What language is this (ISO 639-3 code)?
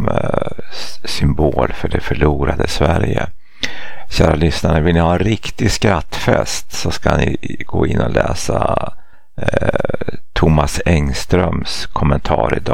swe